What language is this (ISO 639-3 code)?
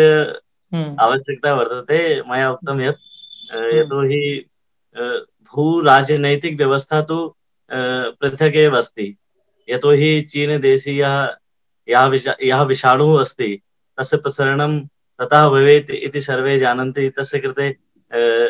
san